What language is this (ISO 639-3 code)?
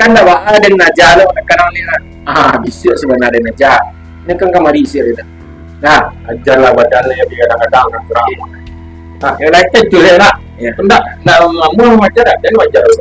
min